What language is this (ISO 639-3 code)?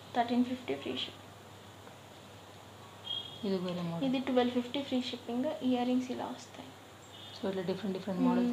tel